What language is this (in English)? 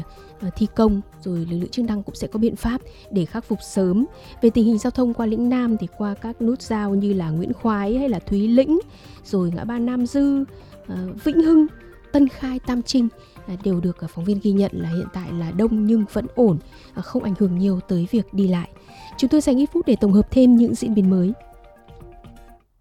Vietnamese